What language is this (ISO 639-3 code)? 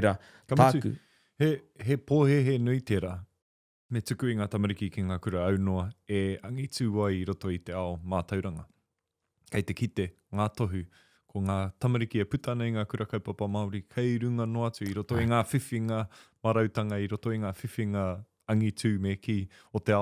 mri